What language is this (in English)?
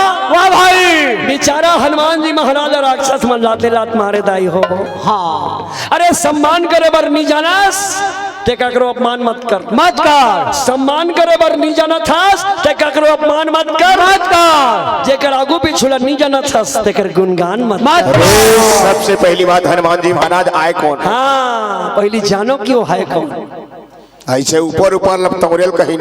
Chhattisgarhi